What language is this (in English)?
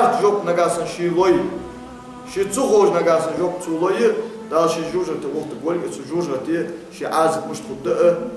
Ingush